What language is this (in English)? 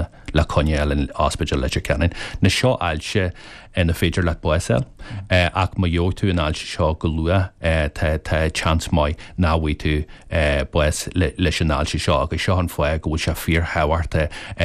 Irish